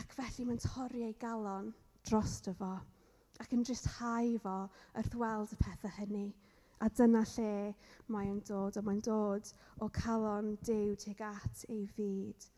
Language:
Welsh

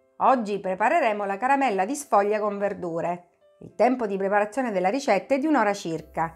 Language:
Italian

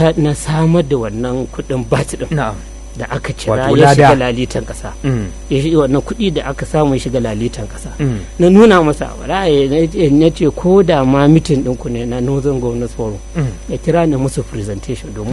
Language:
Hausa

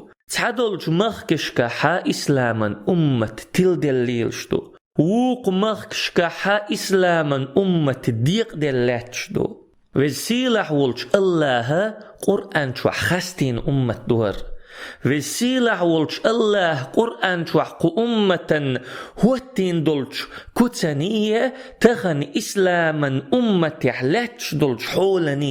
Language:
Chechen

